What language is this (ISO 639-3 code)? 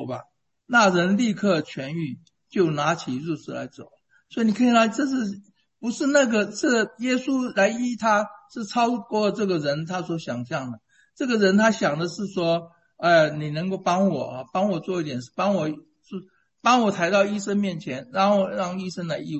zho